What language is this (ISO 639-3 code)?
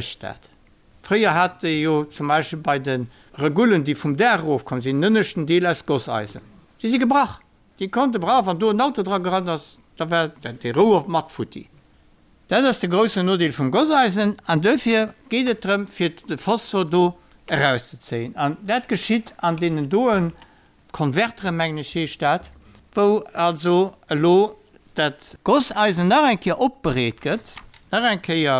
ltz